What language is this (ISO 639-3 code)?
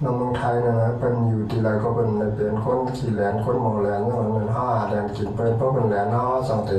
shn